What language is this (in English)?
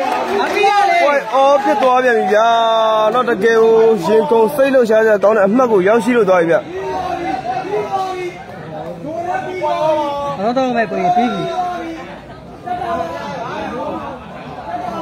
Burmese